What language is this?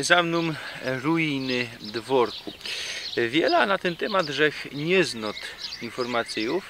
Silesian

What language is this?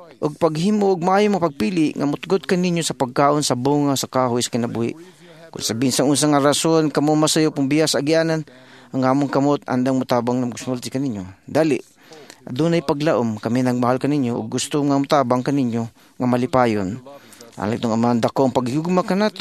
Cebuano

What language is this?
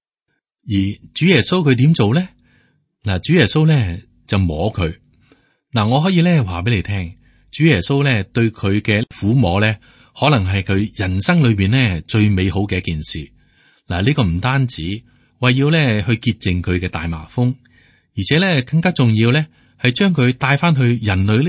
Cantonese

